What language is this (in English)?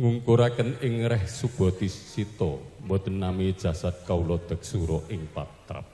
Javanese